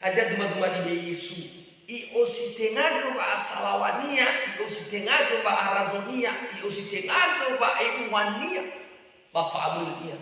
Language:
Nias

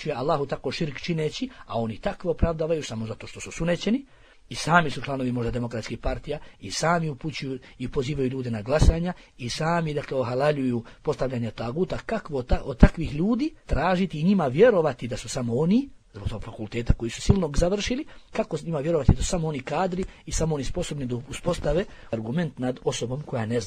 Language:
Bosnian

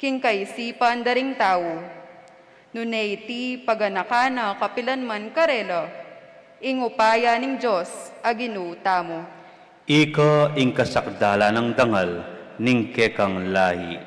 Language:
Pampanga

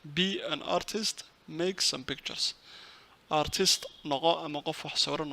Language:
Somali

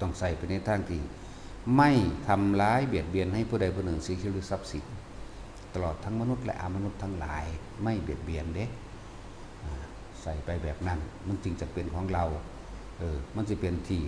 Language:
Northeastern Thai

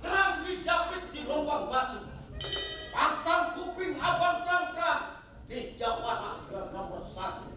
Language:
Betawi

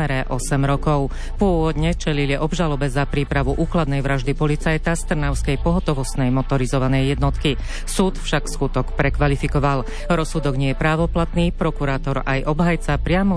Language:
Slovak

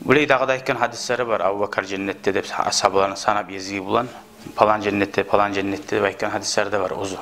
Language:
Kumyk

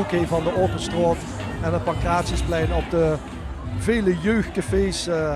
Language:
Limburgish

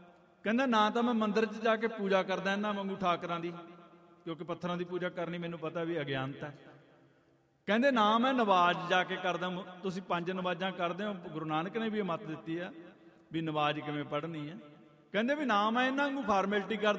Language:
Punjabi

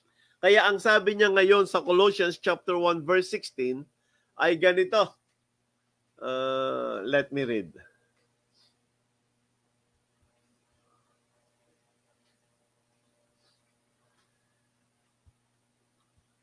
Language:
Filipino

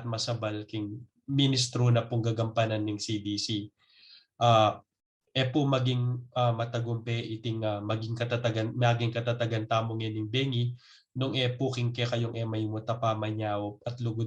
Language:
Pampanga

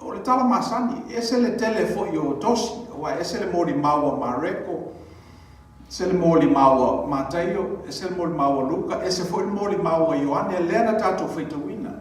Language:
Samoan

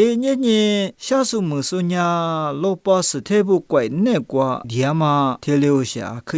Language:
Lisu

